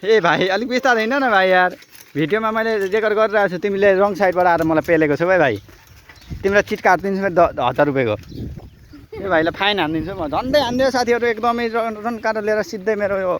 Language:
Nepali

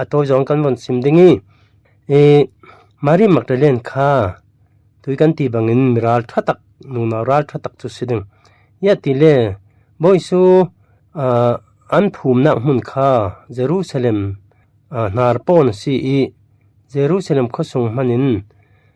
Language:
Falam Chin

